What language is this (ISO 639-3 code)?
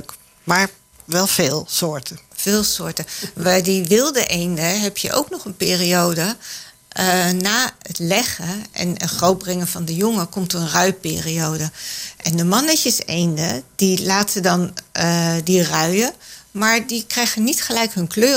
nld